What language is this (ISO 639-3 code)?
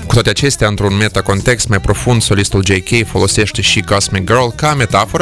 ron